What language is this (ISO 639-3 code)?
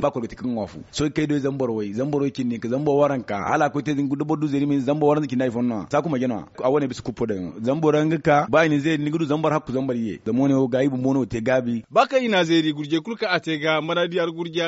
dje